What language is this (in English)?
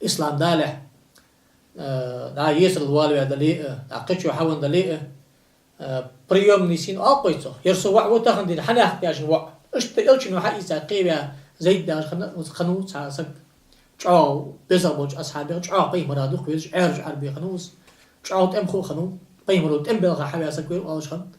Ingush